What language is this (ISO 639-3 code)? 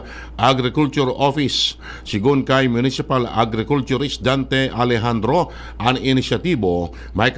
bik